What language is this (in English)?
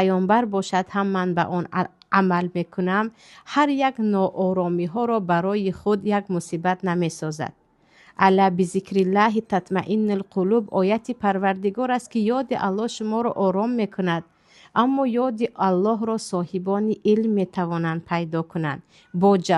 Tajik